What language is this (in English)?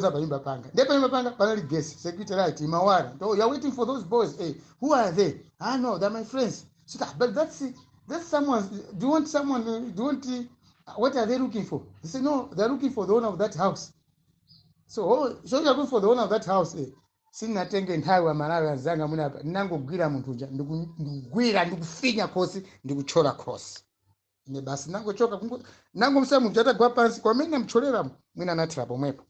Nyanja